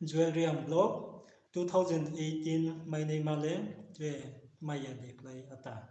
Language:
Riang (India)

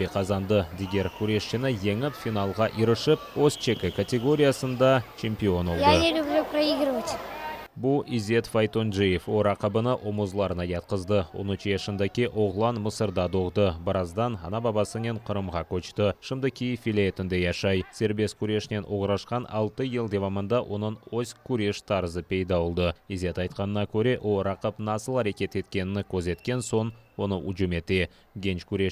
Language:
Crimean Tatar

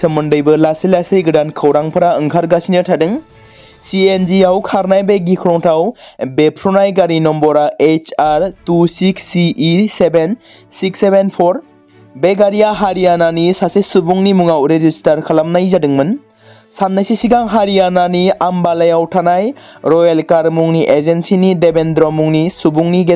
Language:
Bodo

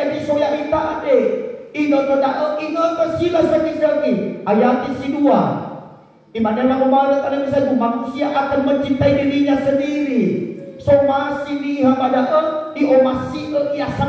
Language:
Nias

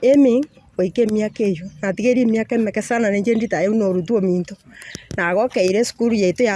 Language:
Gusii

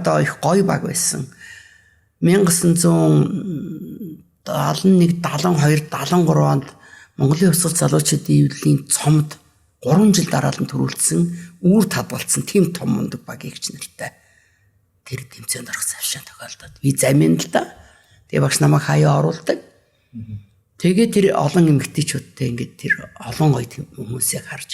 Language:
Mongolian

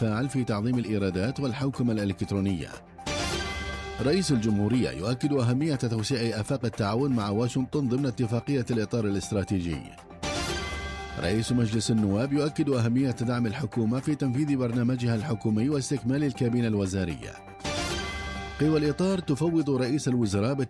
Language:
Mesopotamian Arabic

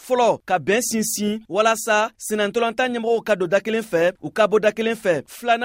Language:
Bambara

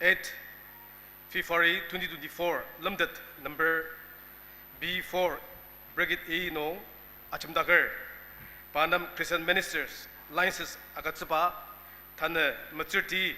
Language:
Ao Naga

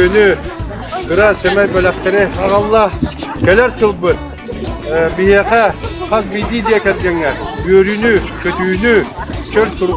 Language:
Yakut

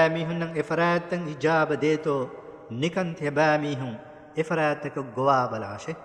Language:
Divehi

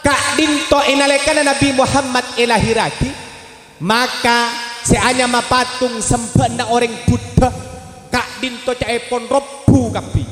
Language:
Madurese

